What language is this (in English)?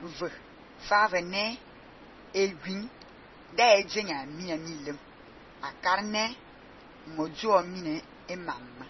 Fang